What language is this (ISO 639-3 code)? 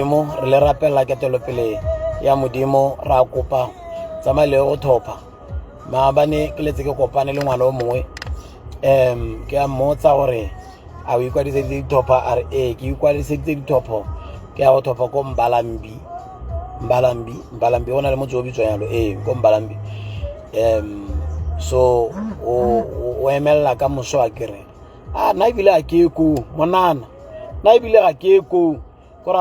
tsn